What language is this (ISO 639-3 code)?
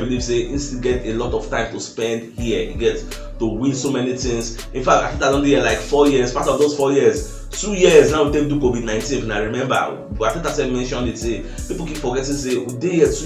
pcm